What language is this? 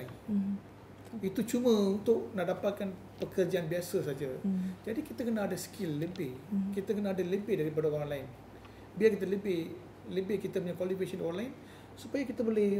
Malay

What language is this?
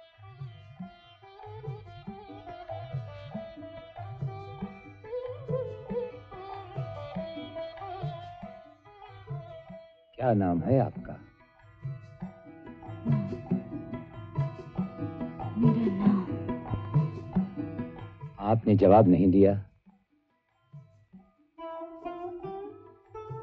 Hindi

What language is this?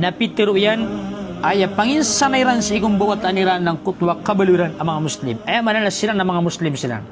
Maranao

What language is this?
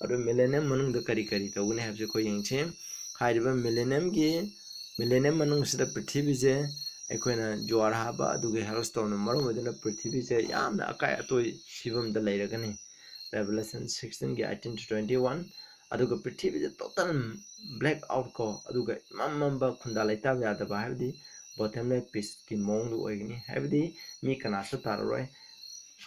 Manipuri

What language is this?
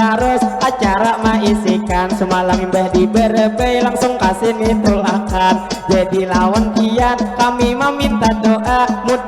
Banjar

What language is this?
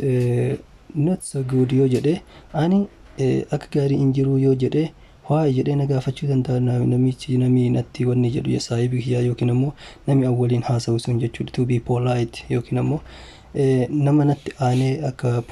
Oromo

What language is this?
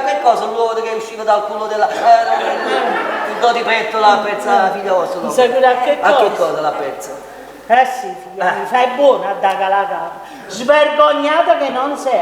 Neapolitan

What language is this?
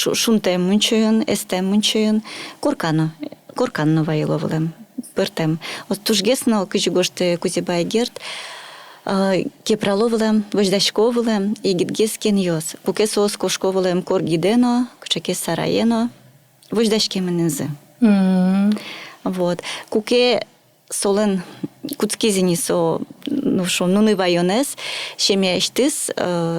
Udmurt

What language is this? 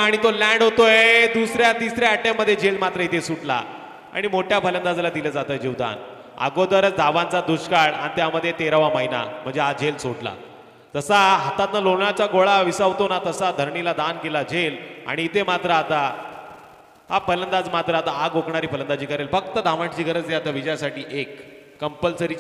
Marathi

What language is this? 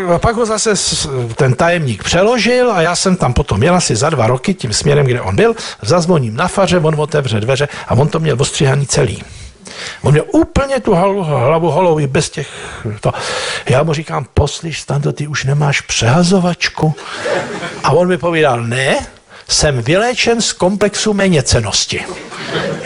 Czech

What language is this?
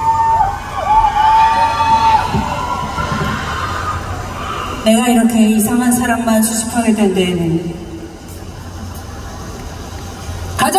Korean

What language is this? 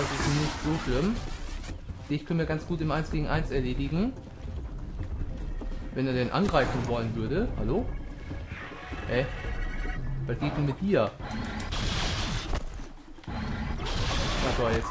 German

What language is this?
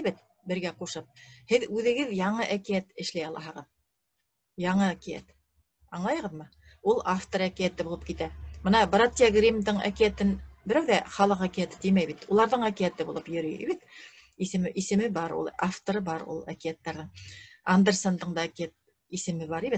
Bashkir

